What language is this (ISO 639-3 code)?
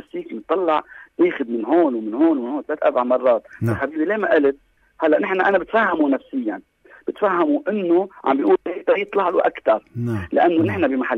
apc